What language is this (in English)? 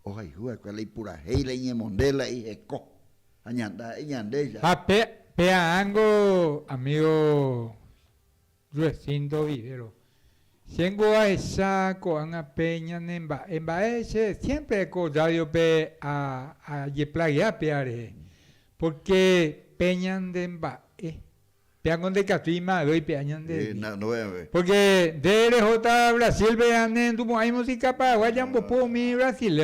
Guarani